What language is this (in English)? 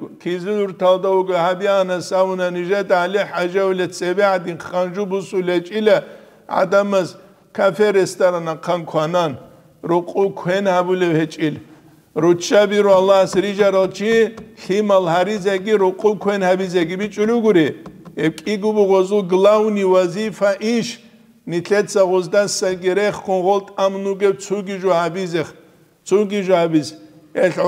Avaric